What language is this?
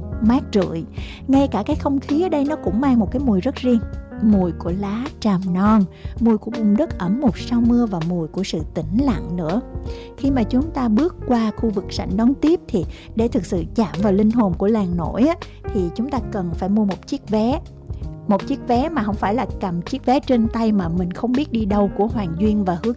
Vietnamese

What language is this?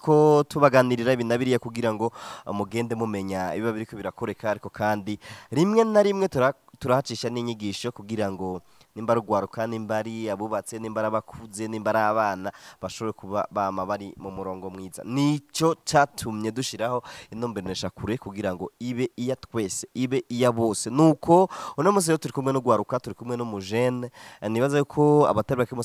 Rundi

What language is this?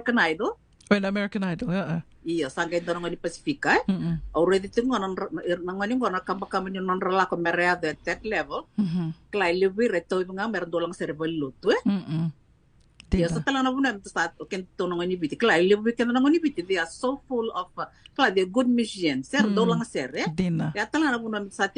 Fijian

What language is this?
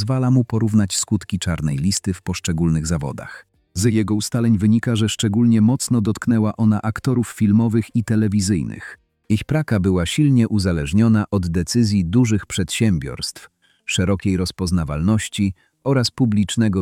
Polish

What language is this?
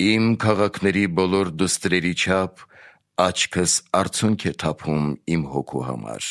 Armenian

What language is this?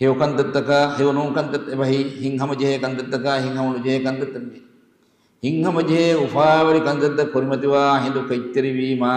Divehi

